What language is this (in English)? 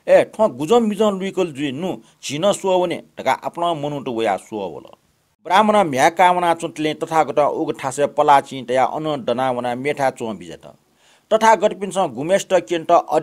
Newari